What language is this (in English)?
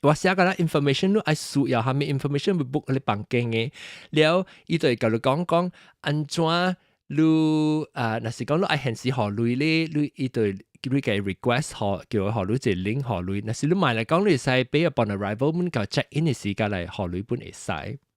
Min Nan Chinese